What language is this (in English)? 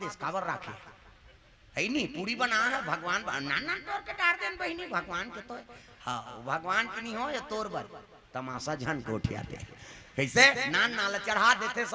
Chhattisgarhi